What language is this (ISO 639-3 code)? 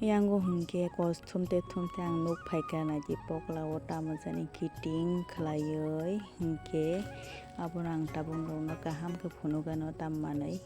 trp